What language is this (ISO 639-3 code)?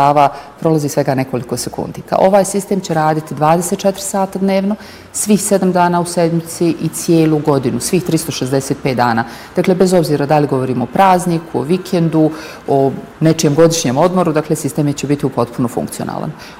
bos